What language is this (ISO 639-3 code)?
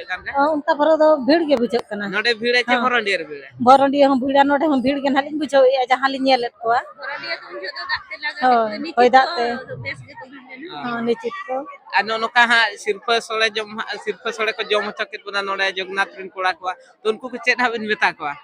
sat